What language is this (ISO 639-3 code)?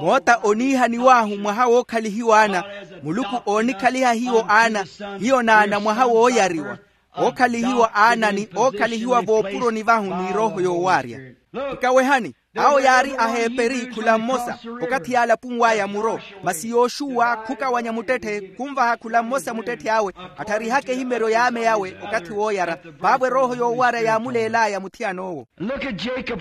vmw